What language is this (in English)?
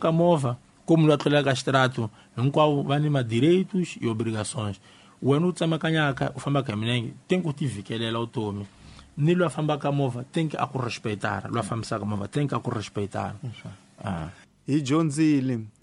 Tsonga